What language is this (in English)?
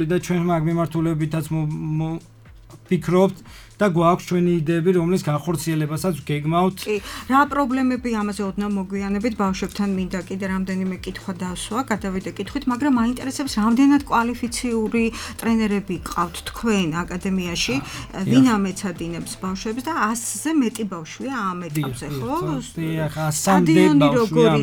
Georgian